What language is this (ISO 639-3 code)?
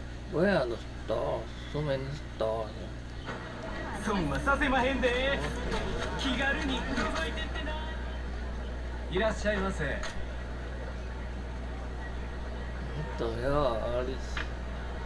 jpn